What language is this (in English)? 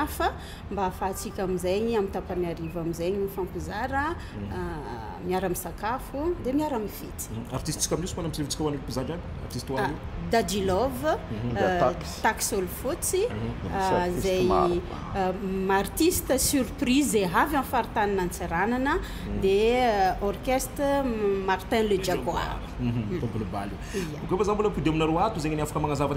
Malagasy